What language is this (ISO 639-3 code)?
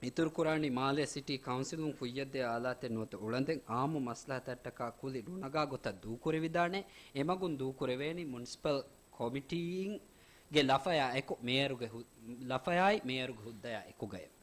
div